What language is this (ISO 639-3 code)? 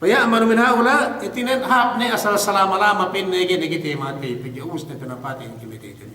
yka